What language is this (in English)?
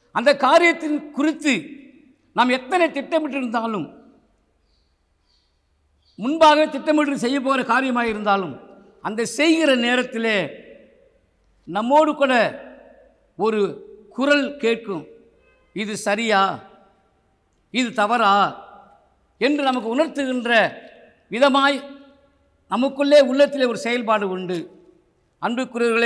Tamil